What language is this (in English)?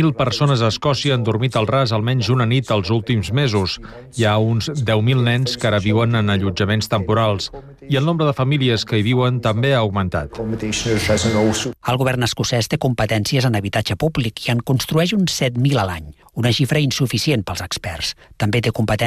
Catalan